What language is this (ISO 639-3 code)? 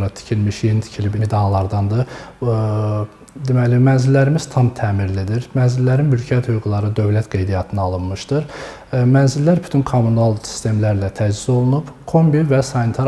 aze